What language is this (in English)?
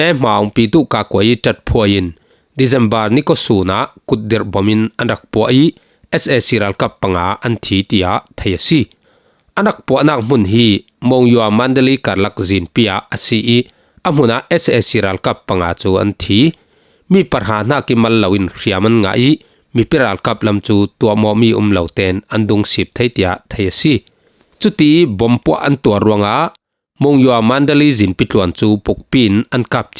Falam Chin